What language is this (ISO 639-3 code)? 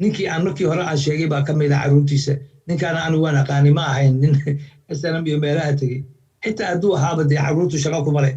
som